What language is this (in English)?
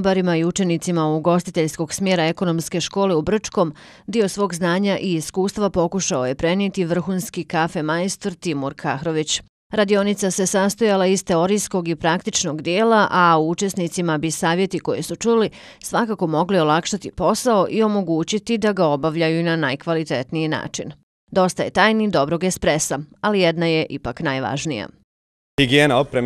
Bosnian